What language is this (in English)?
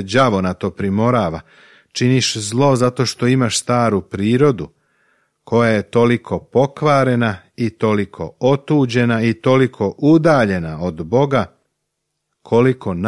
Serbian